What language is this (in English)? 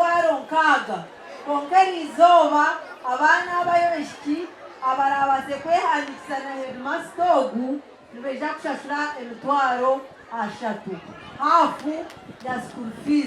Nyankole